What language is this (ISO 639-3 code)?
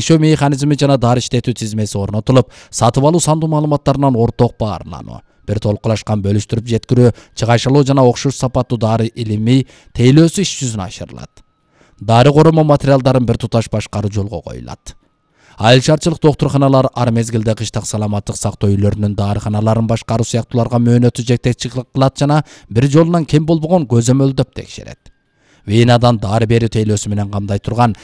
kir